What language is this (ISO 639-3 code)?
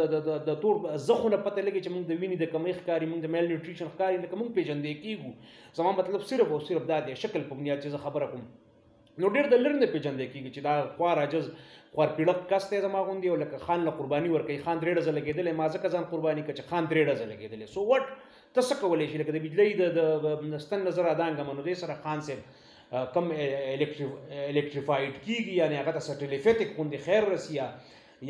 pus